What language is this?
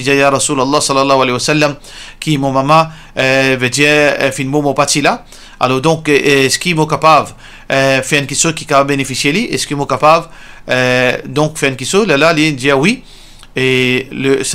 Morisyen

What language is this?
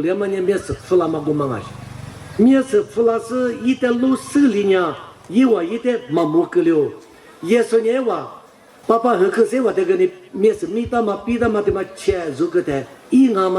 Lisu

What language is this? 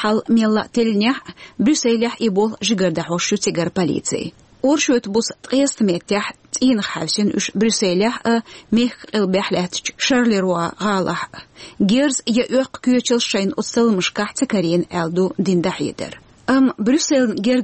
Chechen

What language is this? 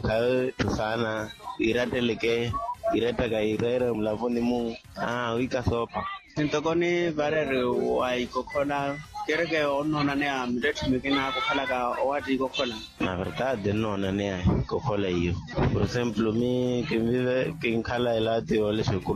Makhuwa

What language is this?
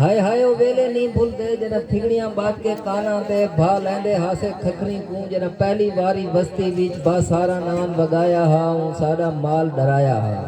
Saraiki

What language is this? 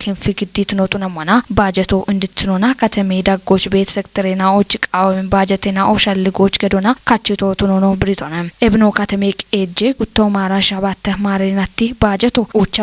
Kafa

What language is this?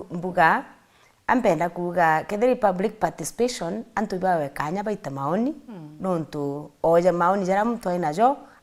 Meru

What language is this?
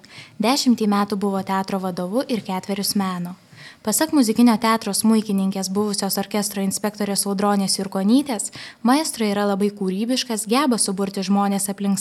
Lithuanian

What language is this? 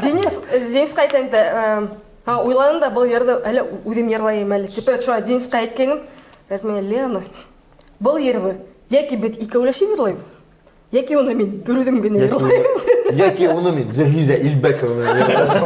Bashkir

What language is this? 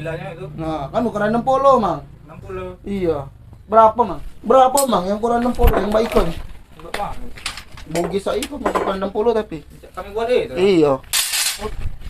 Musi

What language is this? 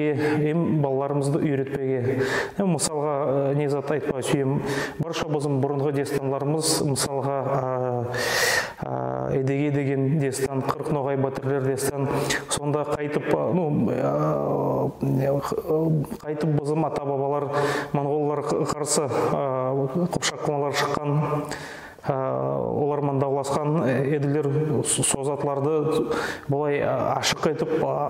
Nogai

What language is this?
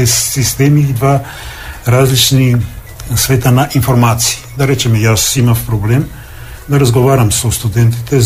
Macedonian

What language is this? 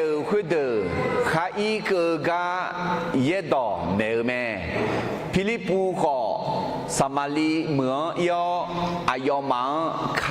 Akha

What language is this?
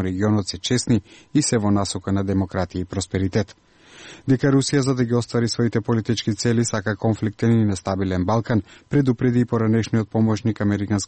Macedonian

